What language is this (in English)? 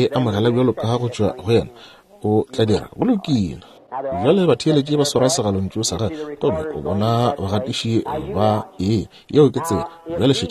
Northern Sotho